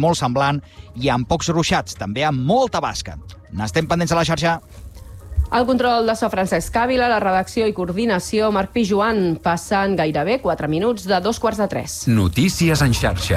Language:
Catalan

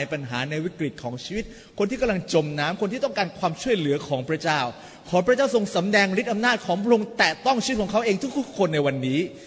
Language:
Thai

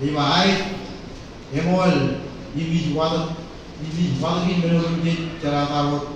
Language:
Marshallese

